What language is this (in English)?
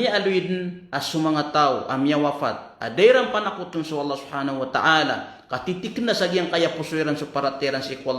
Maranao